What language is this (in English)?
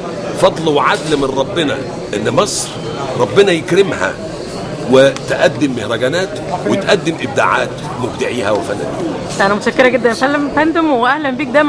Egyptian Arabic